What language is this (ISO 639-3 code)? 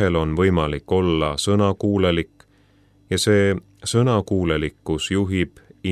est